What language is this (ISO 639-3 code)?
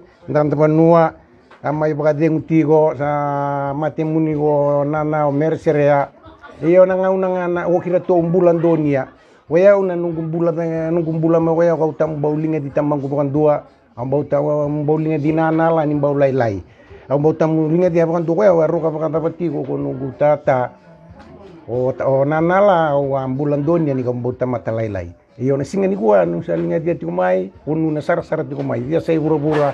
fij